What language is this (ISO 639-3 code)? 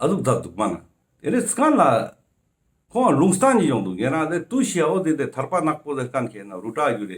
lbj